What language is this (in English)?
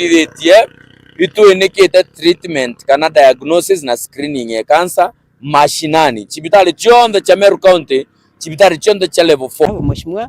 Meru